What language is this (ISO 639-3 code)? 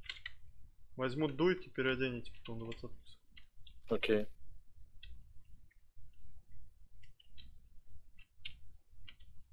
rus